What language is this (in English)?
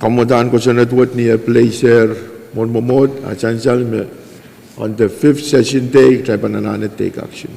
Pohnpeian